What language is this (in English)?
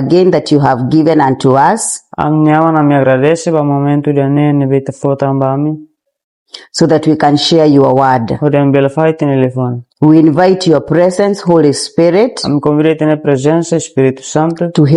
Tetum